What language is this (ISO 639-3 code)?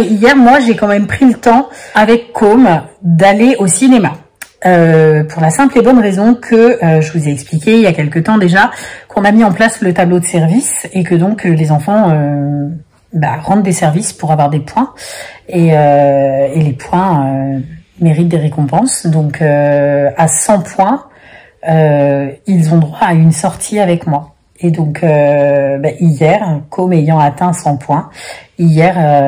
fra